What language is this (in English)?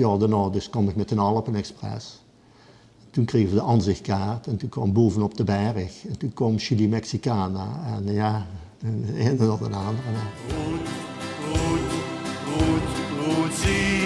Limburgish